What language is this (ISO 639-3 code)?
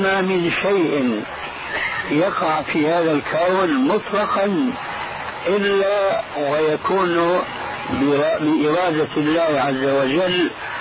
ara